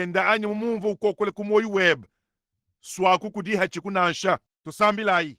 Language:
Luba-Lulua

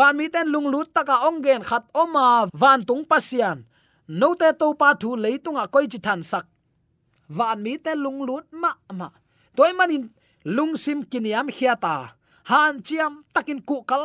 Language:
Tedim Chin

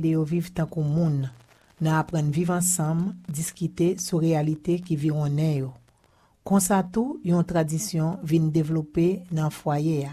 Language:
Haitian Creole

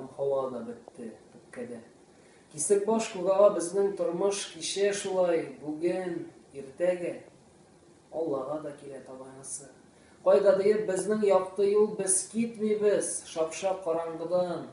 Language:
Tatar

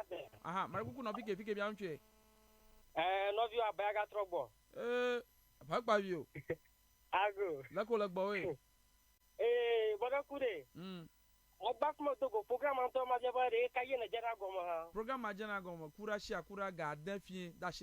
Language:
Ewe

